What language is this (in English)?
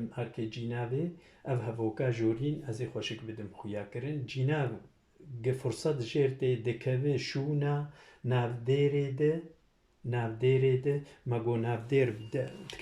Kurdish